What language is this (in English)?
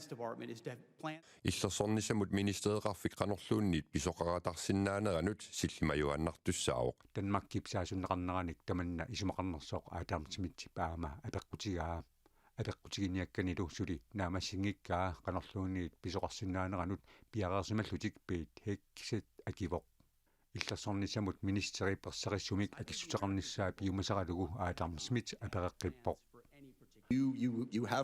Kalaallisut